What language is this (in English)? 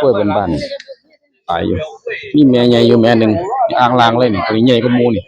Northeastern Thai